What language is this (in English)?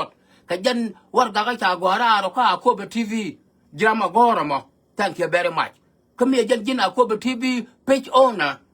Nuer